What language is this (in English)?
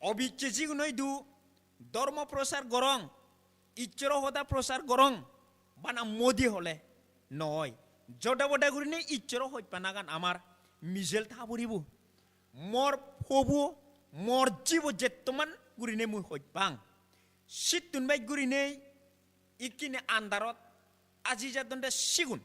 Chakma